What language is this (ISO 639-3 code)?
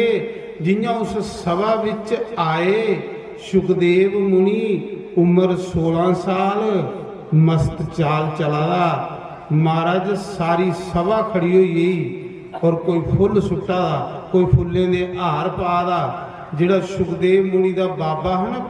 doi